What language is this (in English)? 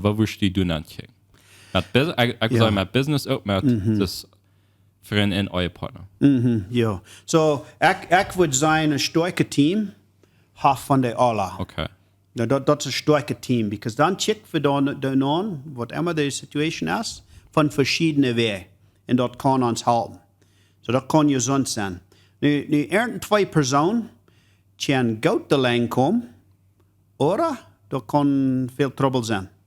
Plautdietsch